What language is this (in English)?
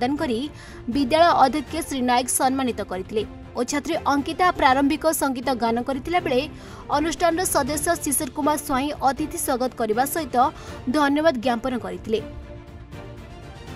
Odia